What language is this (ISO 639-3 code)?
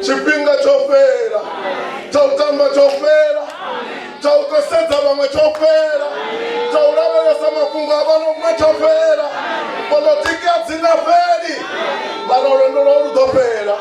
ven